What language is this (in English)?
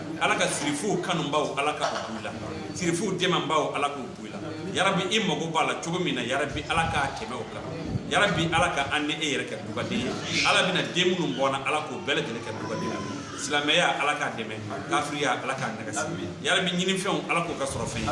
Bambara